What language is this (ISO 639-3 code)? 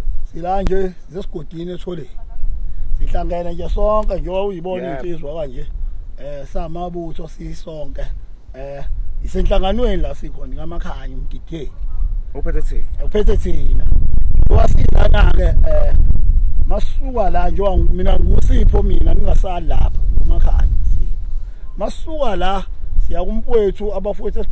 zul